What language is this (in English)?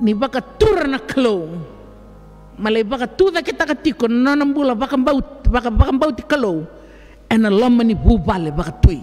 Fijian